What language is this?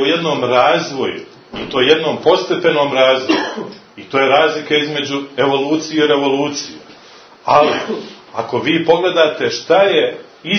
Serbian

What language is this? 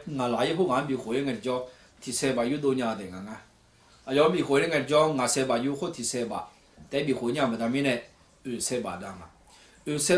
Akha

